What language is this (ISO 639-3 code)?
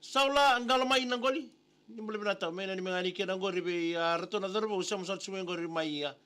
fij